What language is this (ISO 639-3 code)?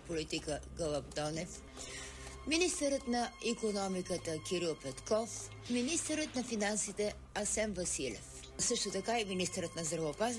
bul